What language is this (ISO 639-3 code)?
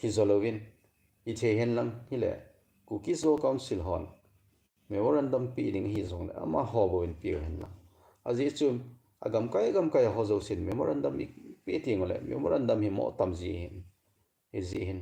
tcz